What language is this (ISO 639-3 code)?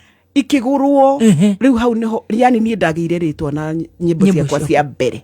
kik